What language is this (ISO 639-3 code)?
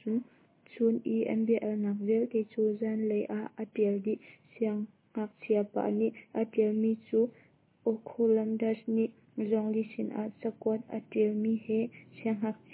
cnh